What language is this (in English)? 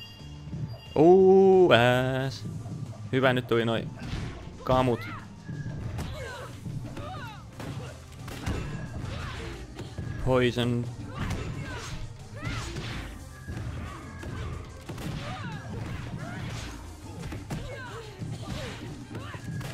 Finnish